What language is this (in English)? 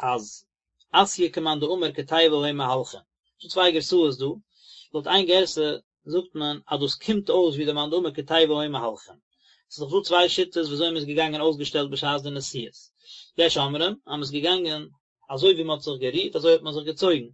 Yiddish